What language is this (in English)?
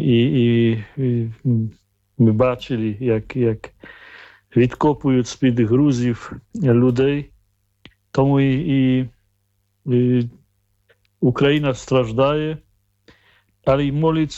Ukrainian